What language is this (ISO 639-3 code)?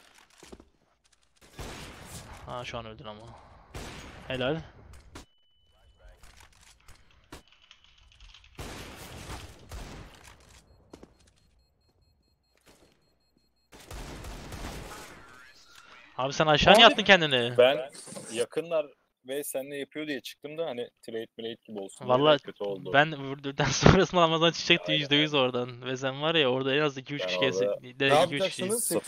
tur